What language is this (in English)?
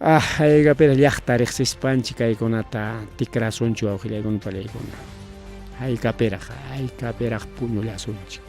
Ayacucho Quechua